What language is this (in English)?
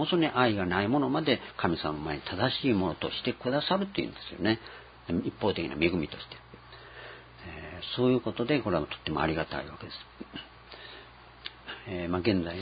Japanese